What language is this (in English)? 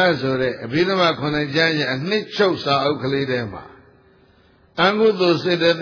Burmese